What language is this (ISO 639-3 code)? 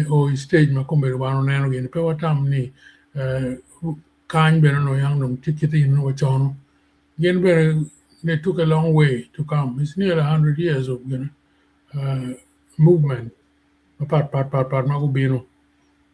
ach